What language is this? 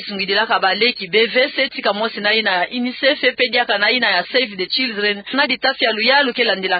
Kituba (Democratic Republic of Congo)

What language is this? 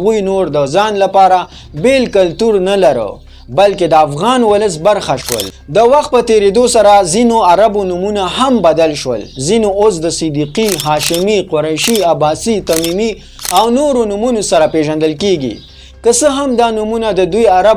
Pashto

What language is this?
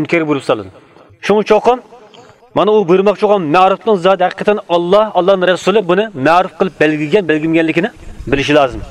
Uyghur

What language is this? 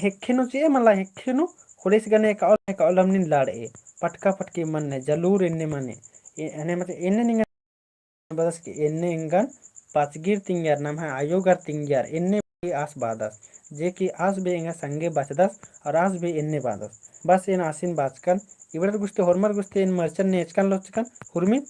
Kurukh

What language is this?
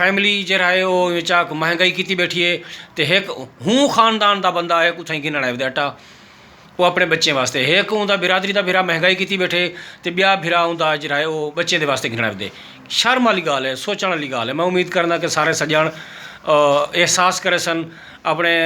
Saraiki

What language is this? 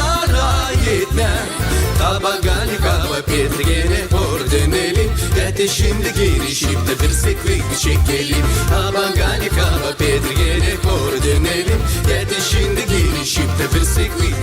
Gagauz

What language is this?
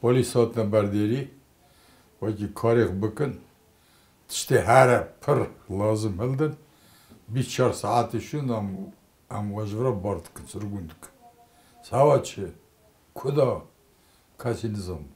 Kurdish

